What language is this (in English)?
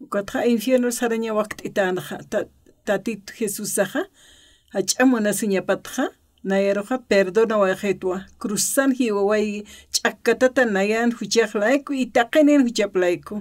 Aymara